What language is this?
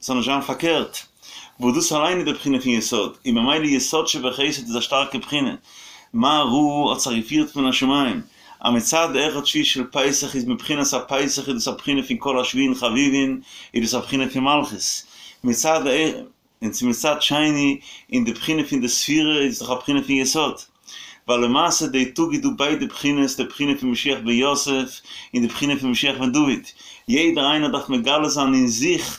Yiddish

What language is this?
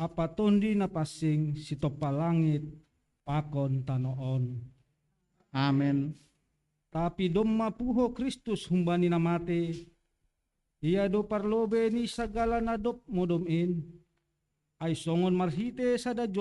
Batak Simalungun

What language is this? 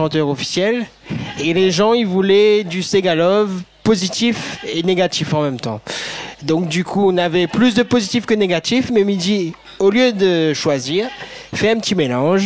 Réunion Creole French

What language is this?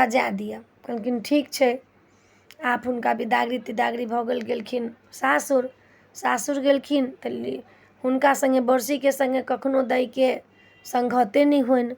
Maithili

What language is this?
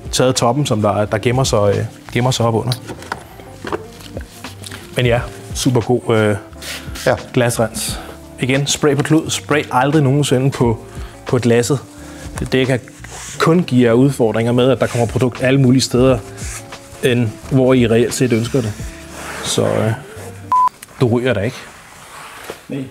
Danish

